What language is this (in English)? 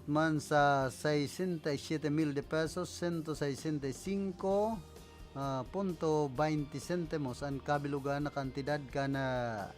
Bikol